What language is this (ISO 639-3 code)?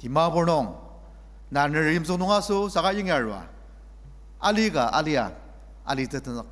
njo